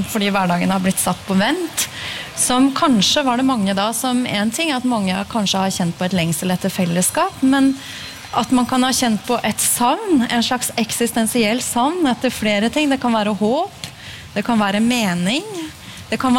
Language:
Norwegian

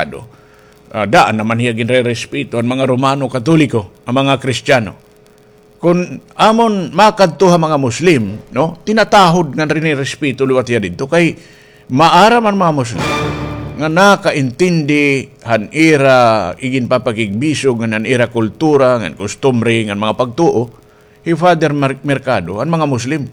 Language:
Waray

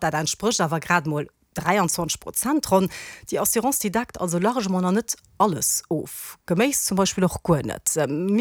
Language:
Luxembourgish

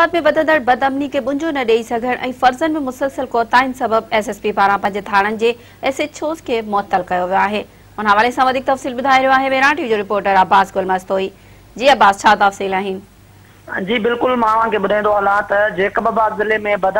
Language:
Sindhi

